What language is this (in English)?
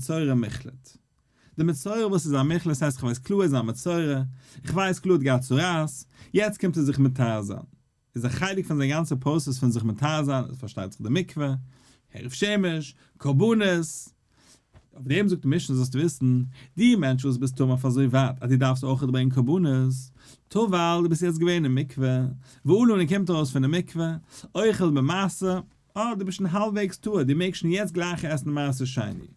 Yiddish